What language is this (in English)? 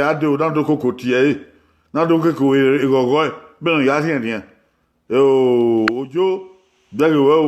Bini